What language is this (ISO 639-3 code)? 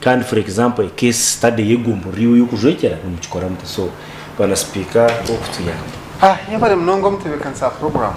nyn